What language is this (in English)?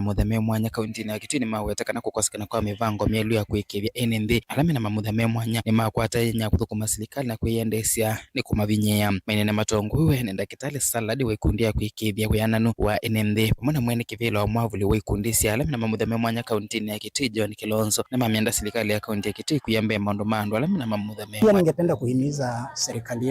Kamba